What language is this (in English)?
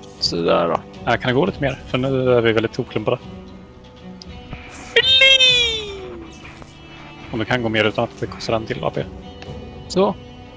Swedish